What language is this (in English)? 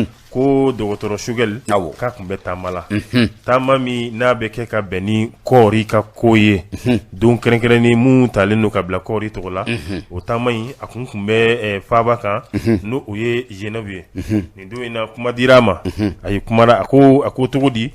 Bambara